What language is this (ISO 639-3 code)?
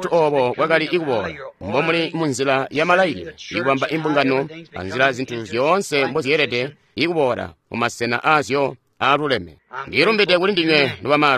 toi